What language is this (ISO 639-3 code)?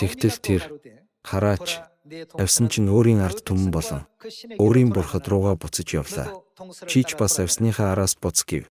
mon